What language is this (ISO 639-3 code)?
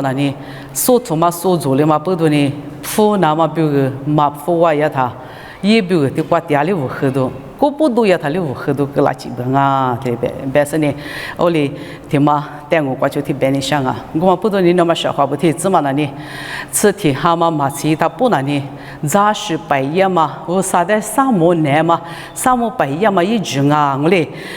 lis